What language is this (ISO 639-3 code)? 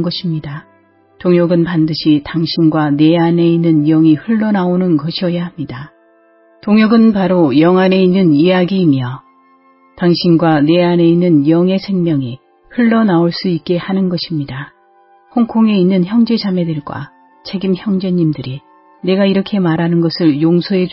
kor